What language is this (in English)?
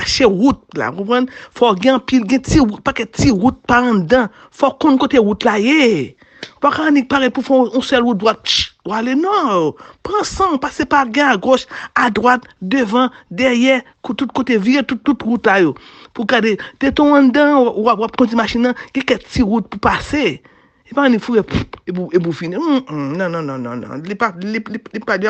Haitian Creole